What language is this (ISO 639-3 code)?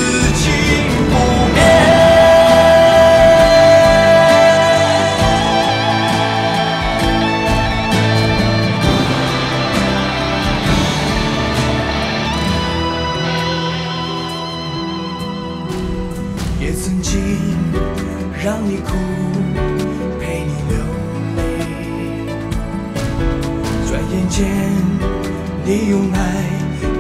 zho